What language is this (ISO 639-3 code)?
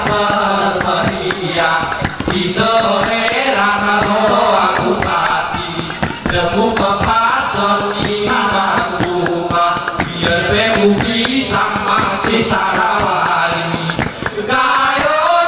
gay